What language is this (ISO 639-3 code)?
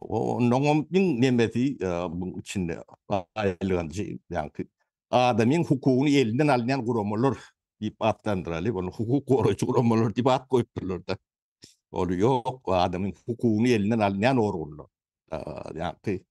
tuk